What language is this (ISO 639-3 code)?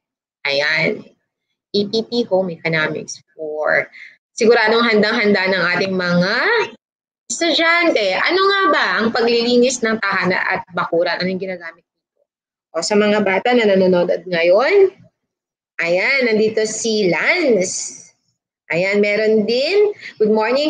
fil